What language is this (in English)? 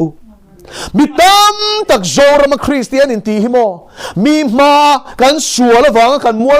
Mizo